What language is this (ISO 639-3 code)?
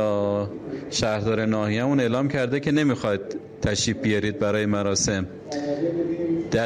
fas